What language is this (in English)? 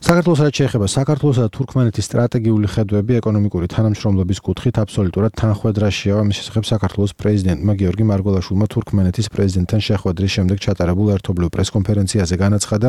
Georgian